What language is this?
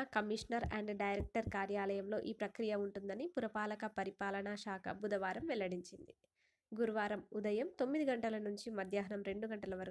Telugu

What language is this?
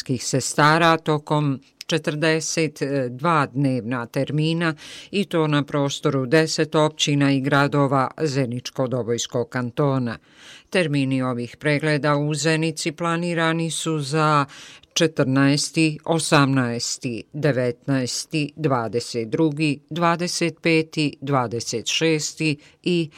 Bosnian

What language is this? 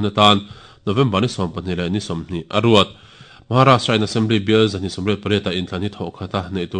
Mizo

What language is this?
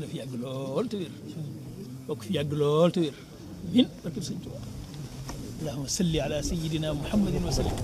Wolof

